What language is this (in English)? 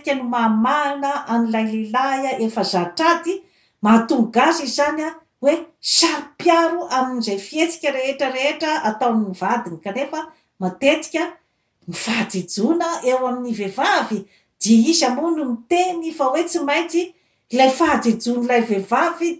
Malagasy